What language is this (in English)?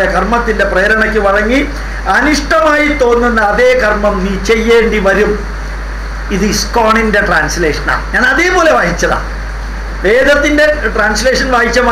Malayalam